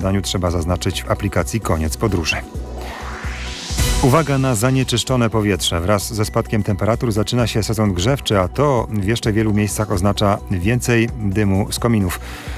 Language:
Polish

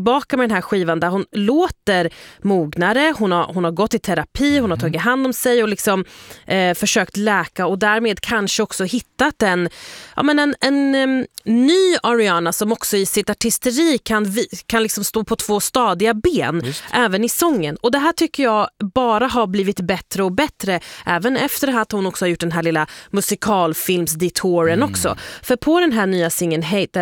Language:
Swedish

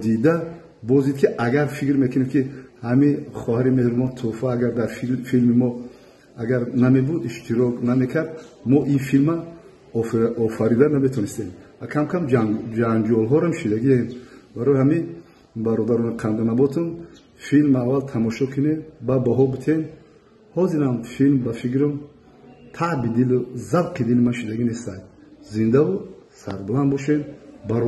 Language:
Tajik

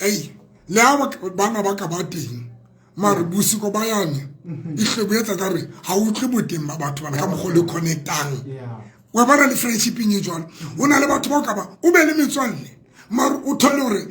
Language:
Southern Sotho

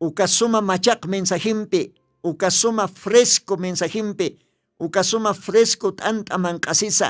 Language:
Aymara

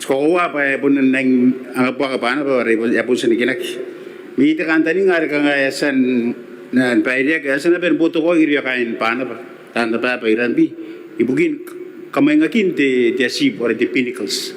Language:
Gilbertese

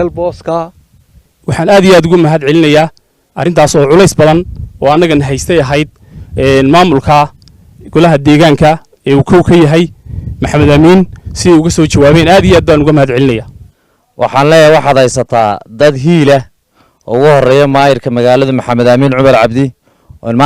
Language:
Somali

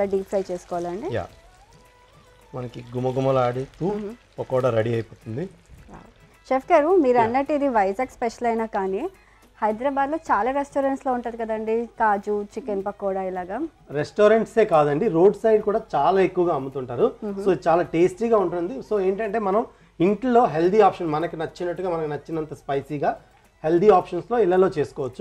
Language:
Telugu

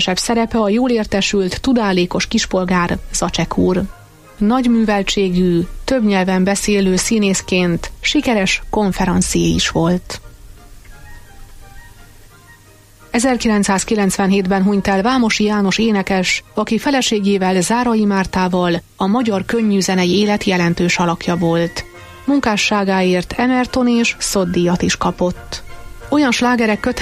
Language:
Hungarian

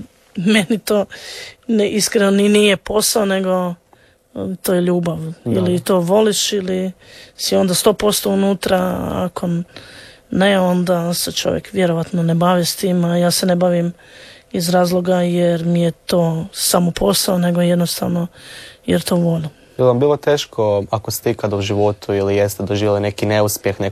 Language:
Croatian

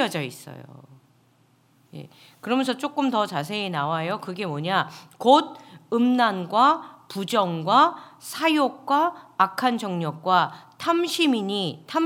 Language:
Korean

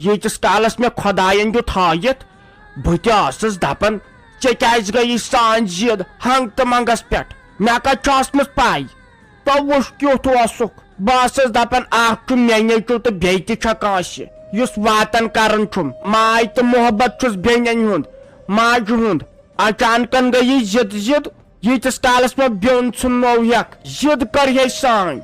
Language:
Kashmiri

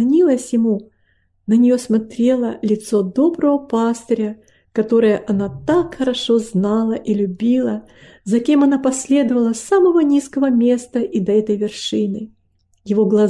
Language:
Russian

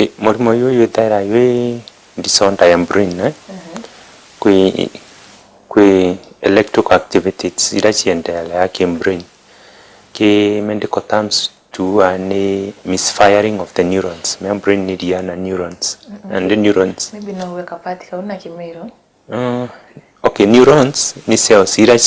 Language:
Meru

